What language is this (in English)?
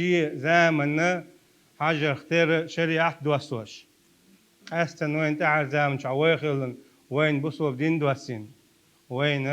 Chechen